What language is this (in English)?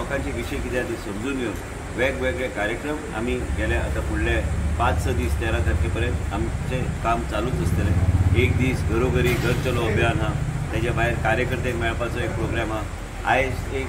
Konkani